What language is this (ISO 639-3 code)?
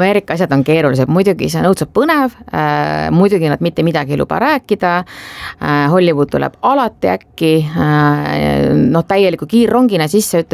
est